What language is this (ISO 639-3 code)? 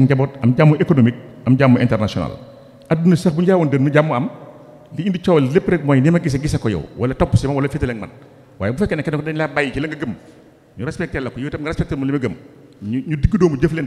wol